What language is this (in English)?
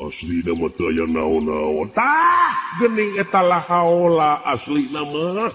Sundanese